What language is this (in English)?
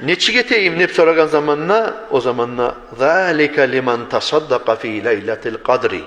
Kumyk